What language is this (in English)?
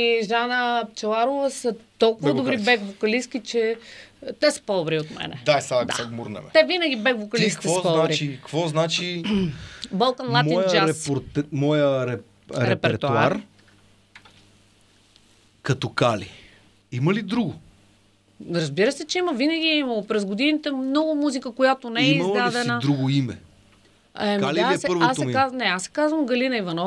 Bulgarian